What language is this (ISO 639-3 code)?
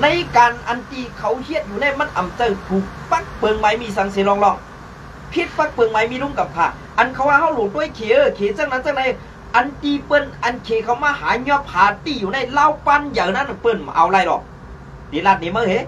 shn